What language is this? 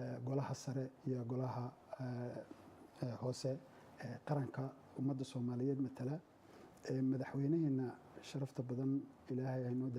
Somali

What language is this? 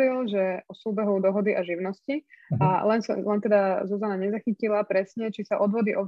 Slovak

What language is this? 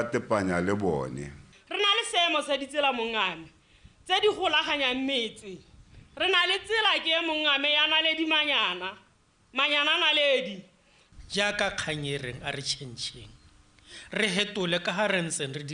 Tswana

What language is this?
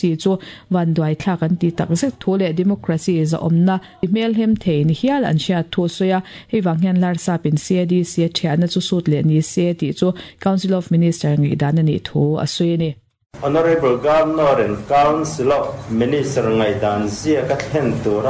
Mizo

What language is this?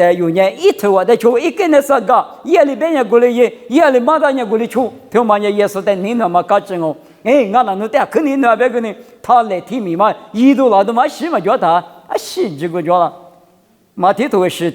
Lisu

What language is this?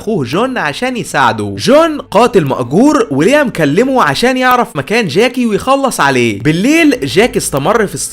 Egyptian Arabic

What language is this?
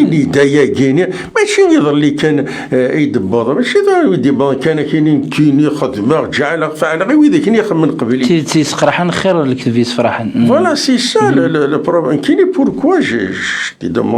Kabyle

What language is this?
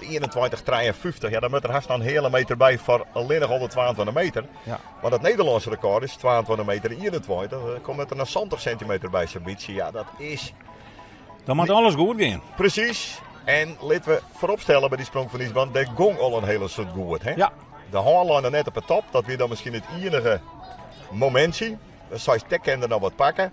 Western Frisian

